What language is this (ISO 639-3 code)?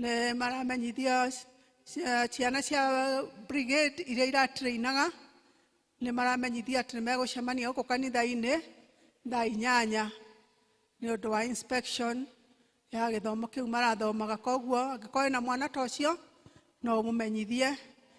kik